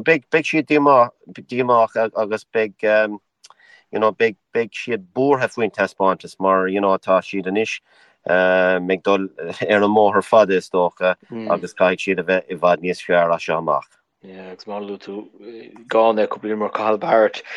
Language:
Irish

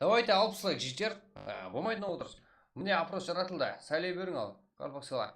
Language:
Kara-Kalpak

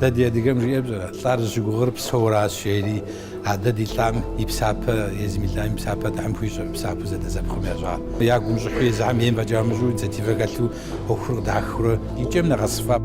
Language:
Kabardian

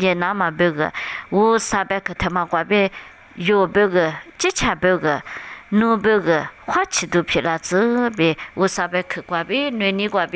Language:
Lisu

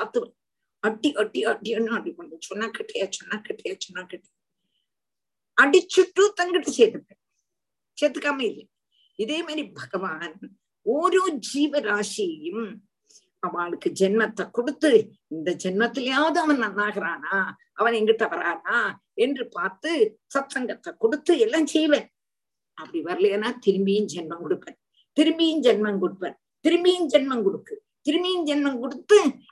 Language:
Tamil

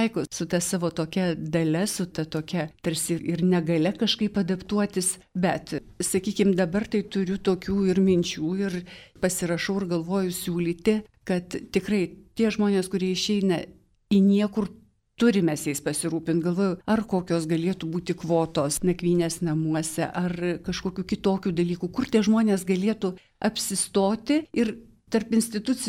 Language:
Lithuanian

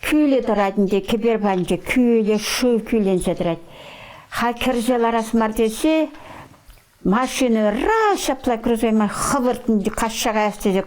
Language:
Chuvash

